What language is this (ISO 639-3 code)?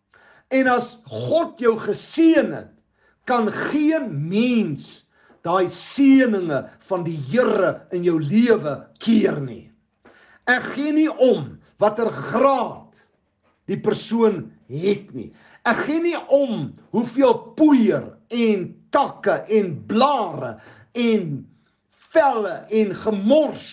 afr